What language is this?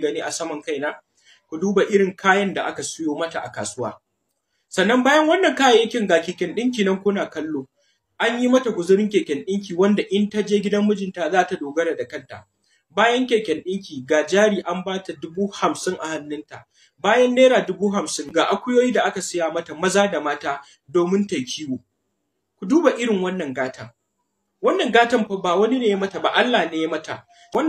Hausa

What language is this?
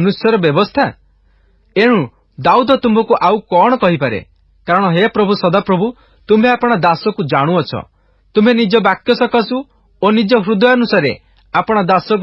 Odia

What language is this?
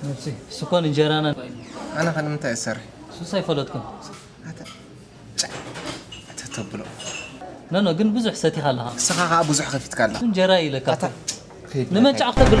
Tigrinya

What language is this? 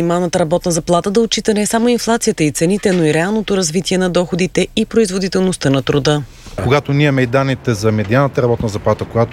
Bulgarian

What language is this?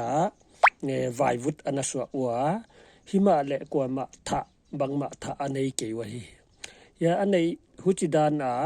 Paite Chin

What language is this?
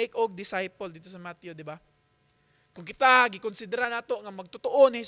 Cebuano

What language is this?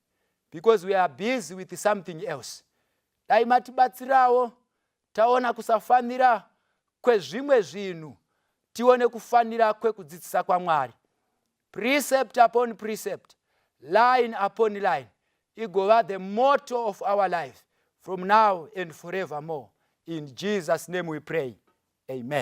Shona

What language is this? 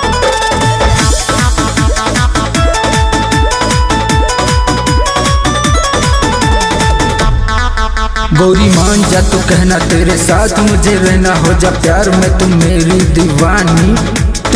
Bhojpuri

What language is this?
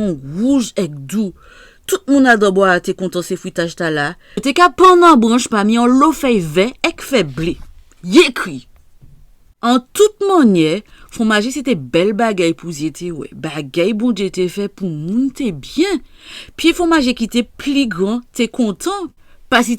Guadeloupean Creole French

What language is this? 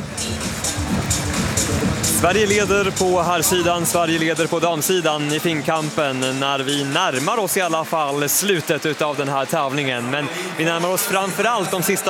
Swedish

